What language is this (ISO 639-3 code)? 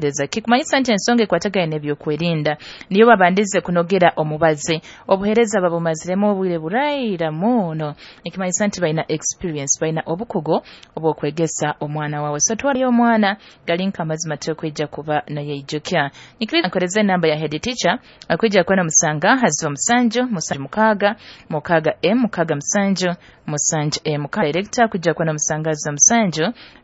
nyo